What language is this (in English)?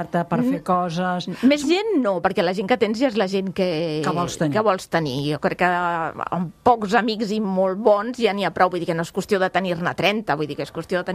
Catalan